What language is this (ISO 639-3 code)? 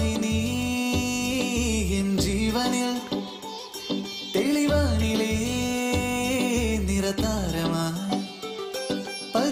mal